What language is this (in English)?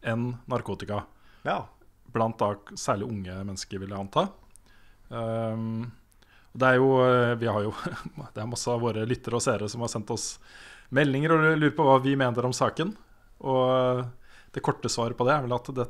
Norwegian